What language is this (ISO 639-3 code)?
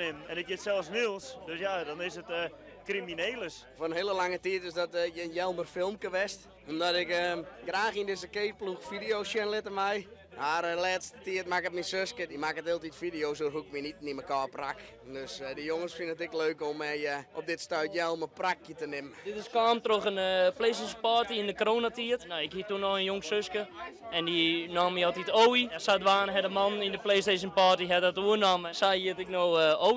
fry